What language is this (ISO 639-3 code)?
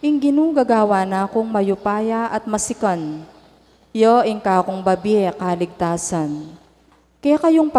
pam